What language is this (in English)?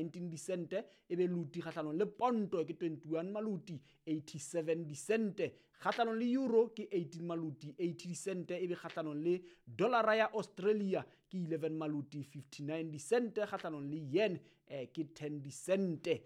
Southern Sotho